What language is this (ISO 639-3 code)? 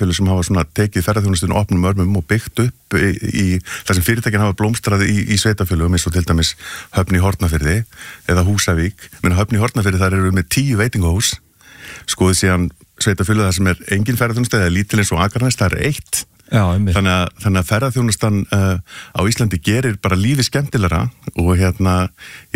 isl